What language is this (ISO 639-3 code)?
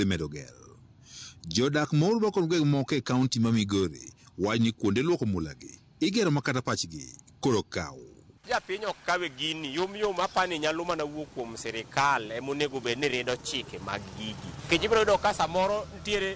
luo